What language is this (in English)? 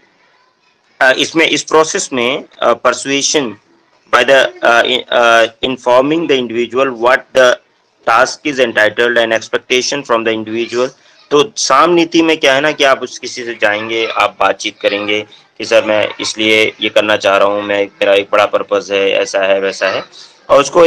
Hindi